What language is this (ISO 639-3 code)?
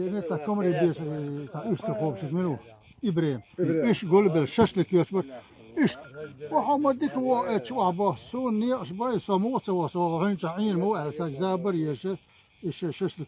che